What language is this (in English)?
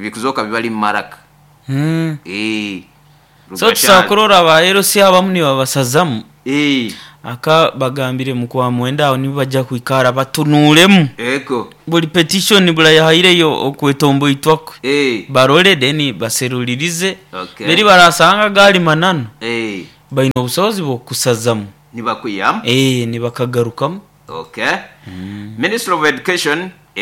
Nyoro